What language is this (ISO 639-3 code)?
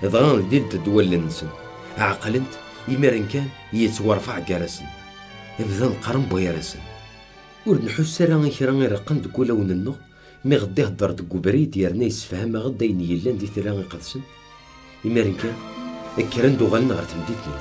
kab